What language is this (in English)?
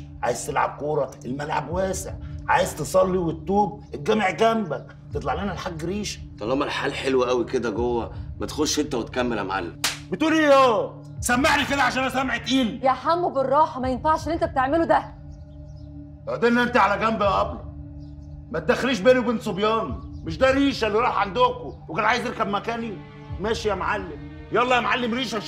Egyptian Arabic